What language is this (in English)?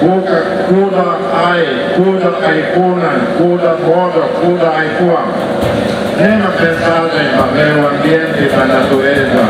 Tetum